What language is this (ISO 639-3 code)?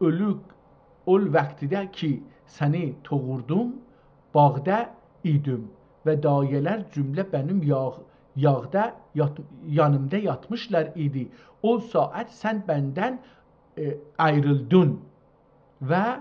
azb